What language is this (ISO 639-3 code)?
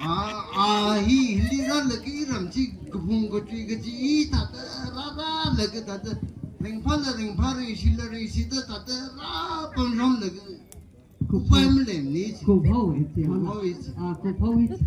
nmf